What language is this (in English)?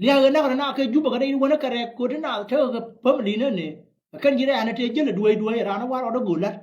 Nuer